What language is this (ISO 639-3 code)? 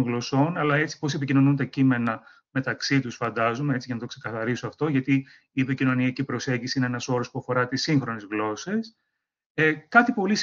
ell